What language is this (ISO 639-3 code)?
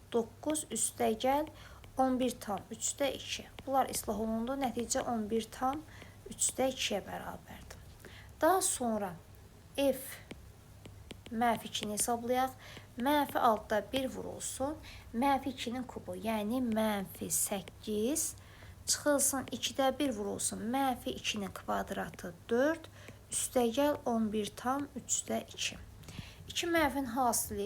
aze